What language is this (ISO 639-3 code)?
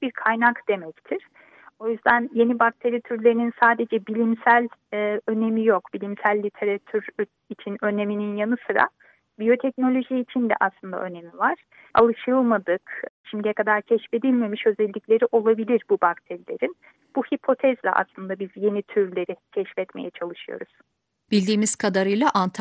tur